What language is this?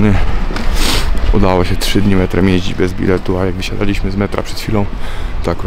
Polish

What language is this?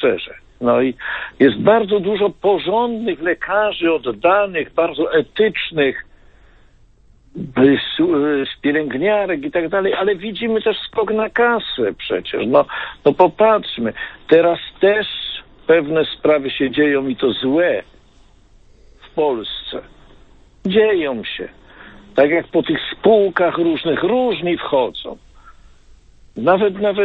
Polish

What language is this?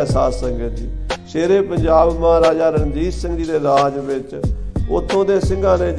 Punjabi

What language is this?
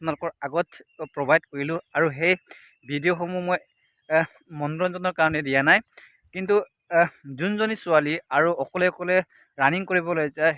Assamese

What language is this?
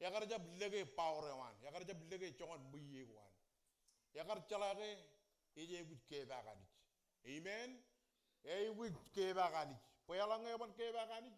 Marshallese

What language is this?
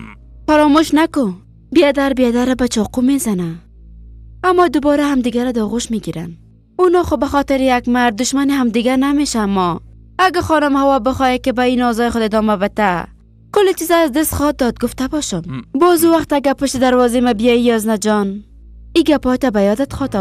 Persian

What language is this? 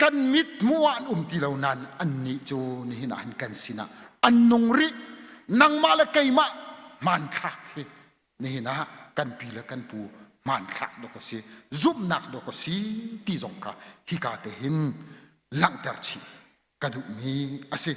Hakha Chin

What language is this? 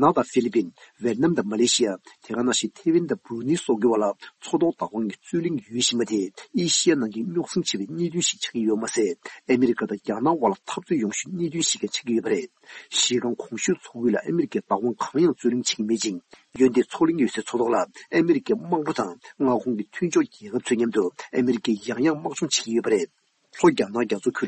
Tibetan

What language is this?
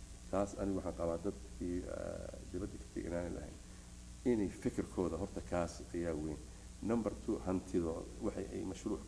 Somali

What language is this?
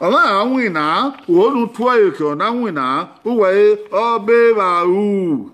Bini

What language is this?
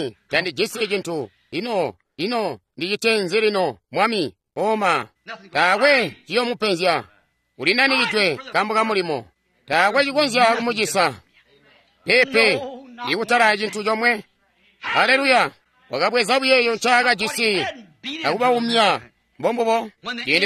Tonga (Zambia)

